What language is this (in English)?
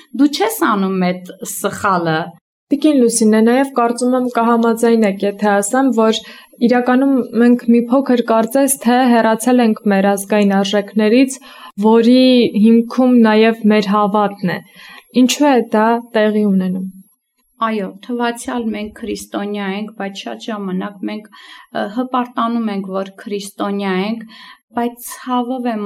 Armenian